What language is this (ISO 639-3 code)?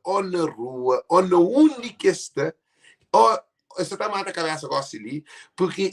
kea